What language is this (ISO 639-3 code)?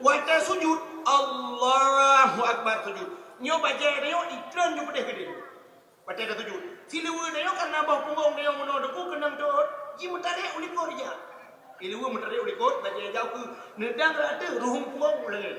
ace